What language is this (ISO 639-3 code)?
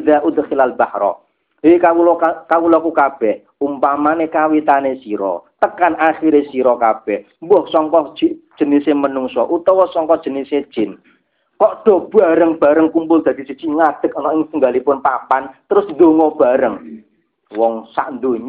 jav